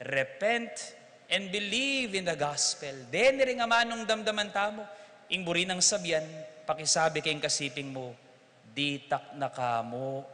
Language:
Pampanga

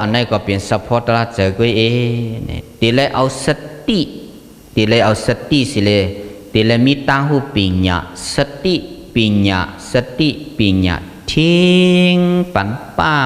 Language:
Shan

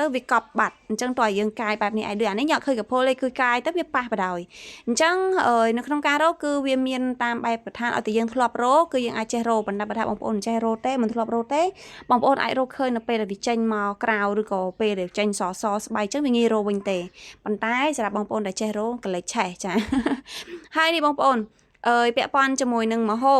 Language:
Khmer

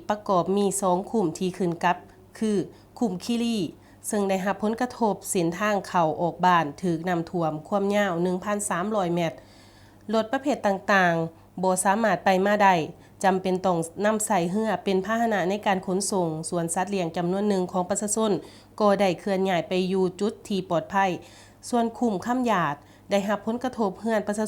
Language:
Lao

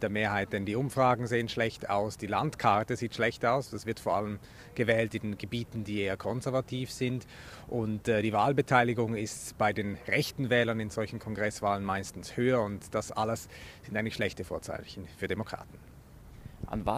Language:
Swiss German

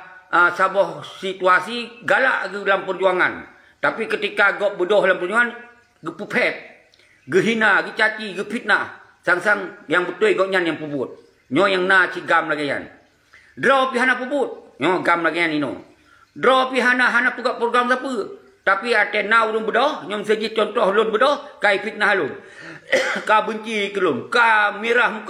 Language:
Achinese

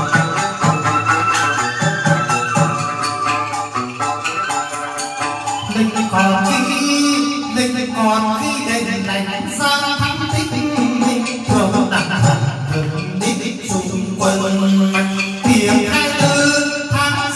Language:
Vietnamese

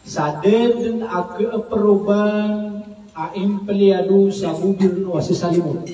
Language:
Maranao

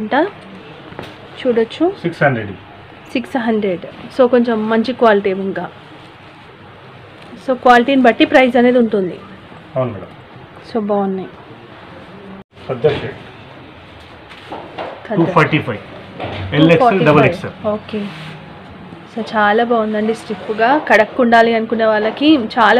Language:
Telugu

